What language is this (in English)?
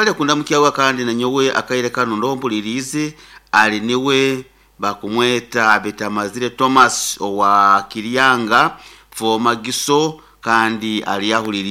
Nyoro